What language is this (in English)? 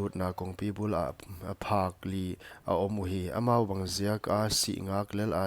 Paite Chin